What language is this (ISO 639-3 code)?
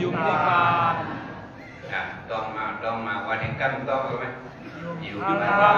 shn